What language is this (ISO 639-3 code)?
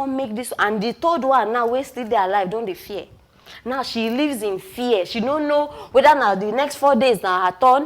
pcm